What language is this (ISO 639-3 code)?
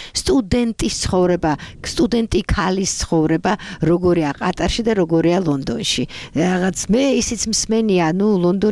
kat